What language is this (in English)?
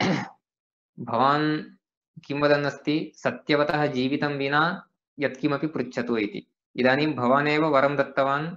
Sanskrit